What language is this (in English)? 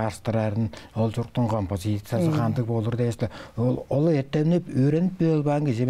Tuvinian